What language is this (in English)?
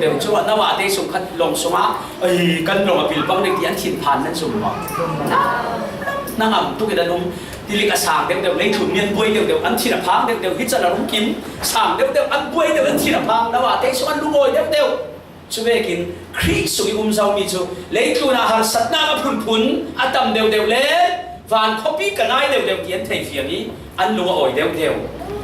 Falam Chin